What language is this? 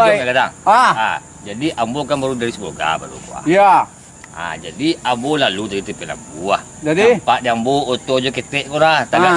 Minangkabau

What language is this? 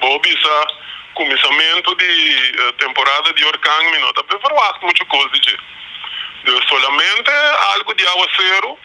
Papiamento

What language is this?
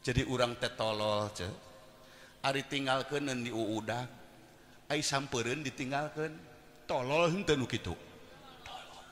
Sundanese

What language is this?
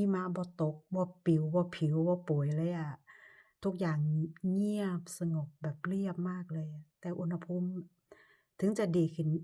Lao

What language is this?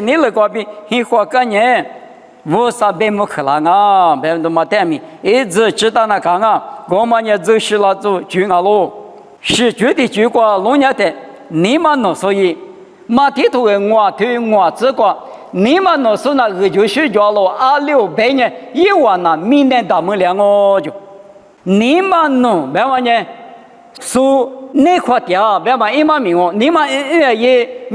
Lisu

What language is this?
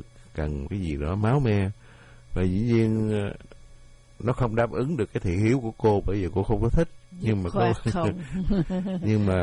Vietnamese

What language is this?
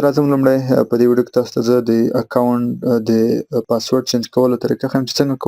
Pashto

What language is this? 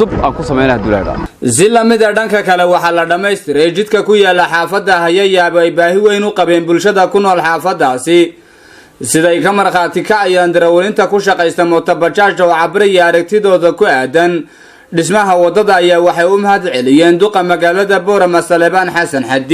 Somali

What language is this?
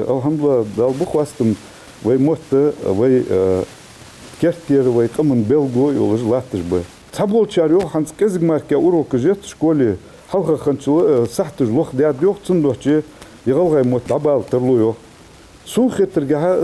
Ingush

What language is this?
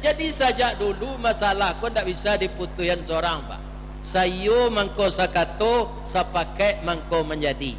Minangkabau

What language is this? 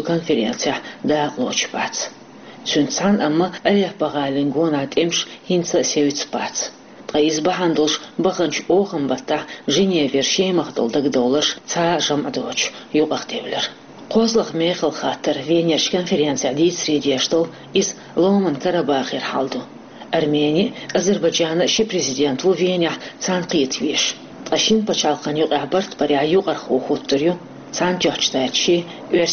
Chechen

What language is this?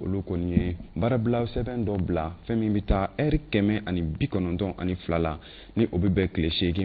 Bambara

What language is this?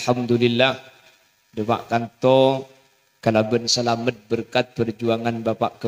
Madurese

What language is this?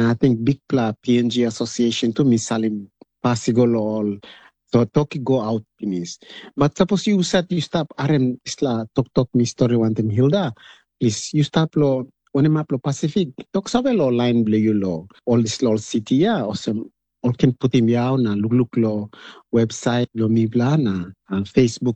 Tok Pisin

